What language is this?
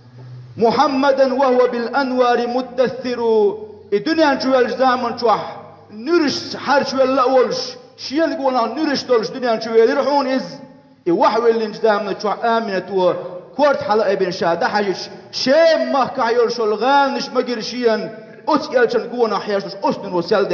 Chechen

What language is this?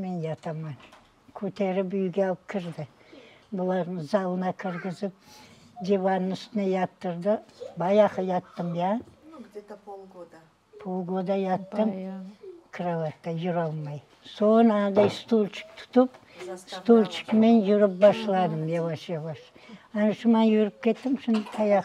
Crimean Tatar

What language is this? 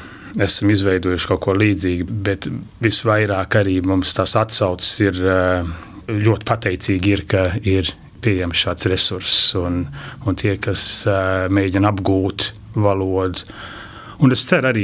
Latvian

